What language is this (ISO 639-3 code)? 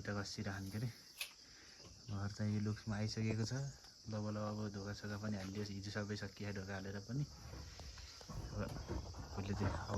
nep